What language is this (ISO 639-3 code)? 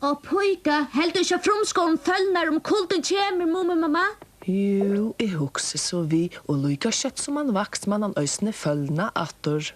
fao